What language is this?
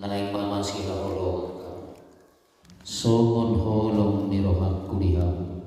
Batak Toba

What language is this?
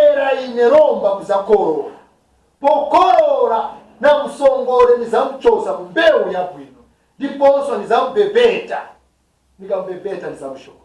Nyanja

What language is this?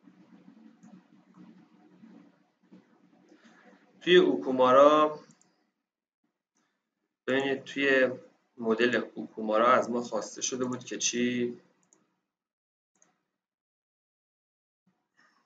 Persian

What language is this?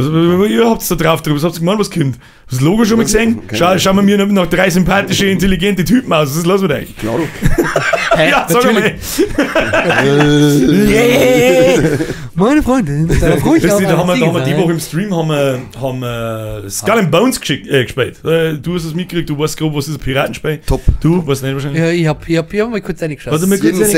Bavarian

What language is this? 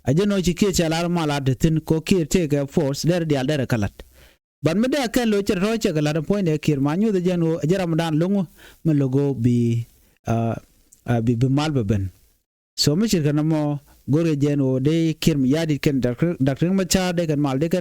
Nuer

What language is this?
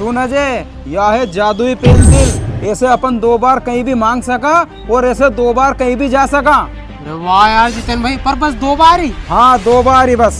Rajasthani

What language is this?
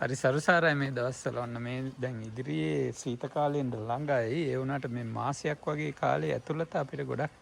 Sinhala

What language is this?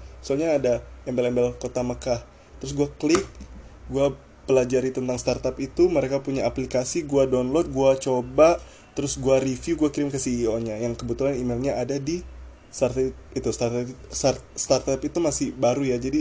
Indonesian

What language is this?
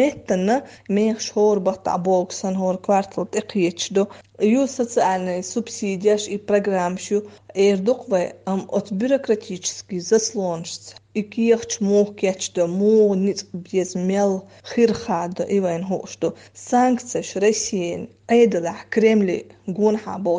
Chechen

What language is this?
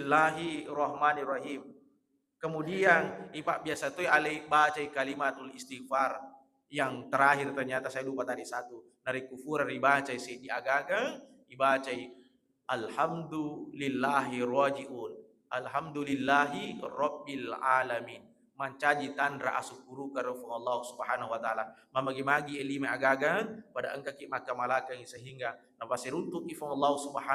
Buginese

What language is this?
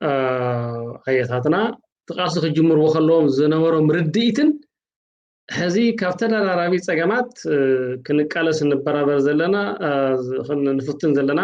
Tigrinya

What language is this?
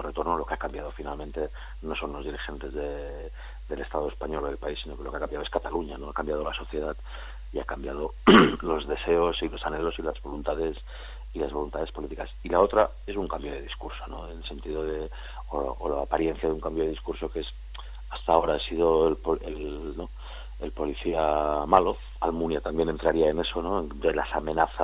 Spanish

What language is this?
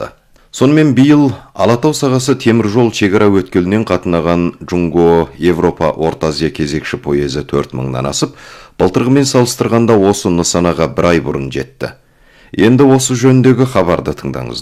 Kazakh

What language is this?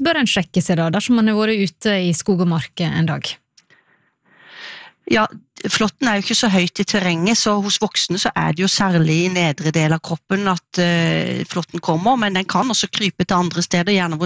Norwegian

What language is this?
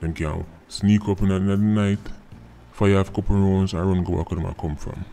Jamaican Creole English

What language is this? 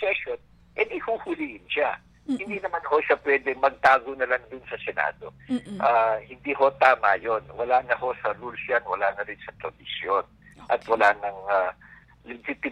Filipino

